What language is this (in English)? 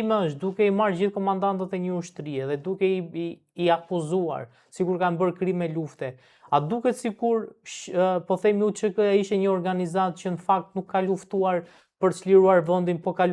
Albanian